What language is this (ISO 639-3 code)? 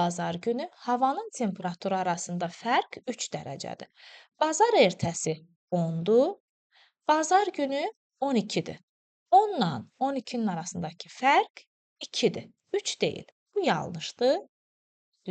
aze